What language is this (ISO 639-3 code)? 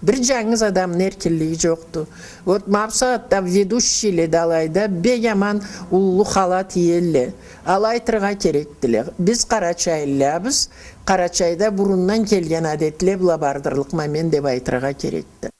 krc